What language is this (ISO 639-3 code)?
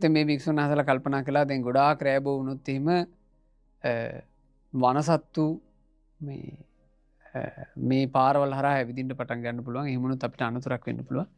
sin